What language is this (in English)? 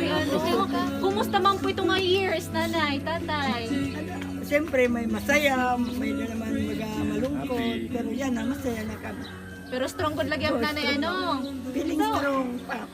Waray